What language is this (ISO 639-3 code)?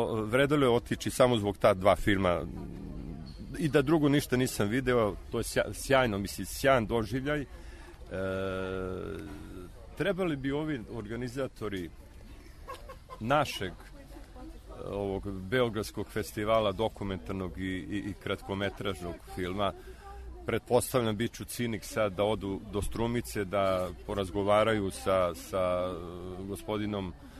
srp